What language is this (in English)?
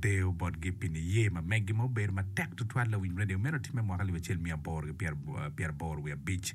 Acoli